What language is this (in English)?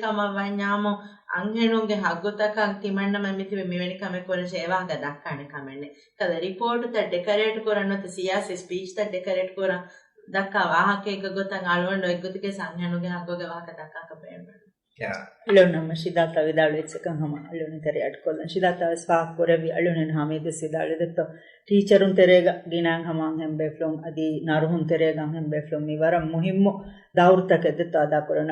Divehi